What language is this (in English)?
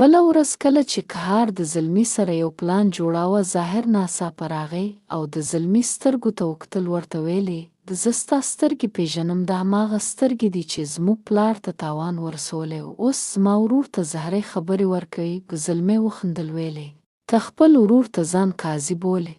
Pashto